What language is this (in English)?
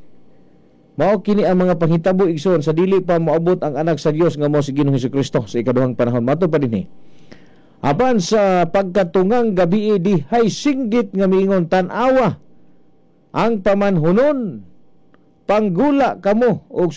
Cebuano